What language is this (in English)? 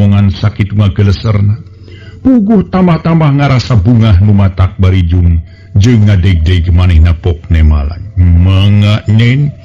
Sundanese